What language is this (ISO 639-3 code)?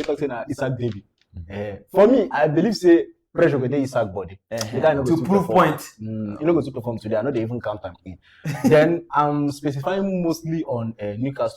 pcm